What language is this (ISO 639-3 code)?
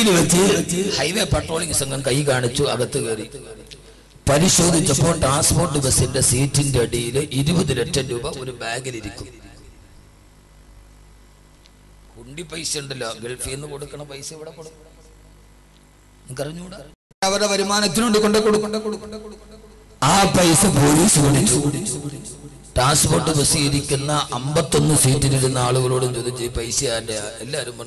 mal